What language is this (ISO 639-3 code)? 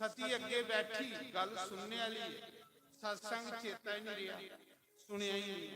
doi